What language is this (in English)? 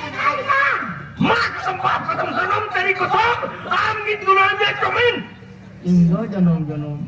Santali